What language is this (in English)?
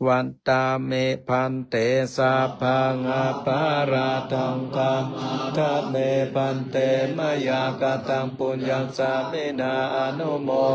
Pali